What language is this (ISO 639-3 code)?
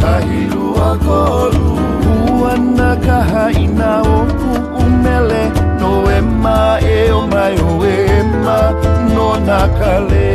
haw